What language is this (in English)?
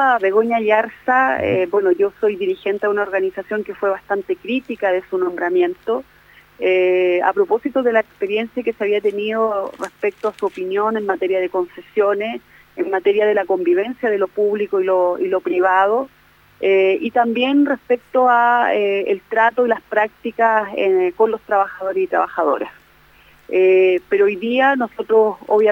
Spanish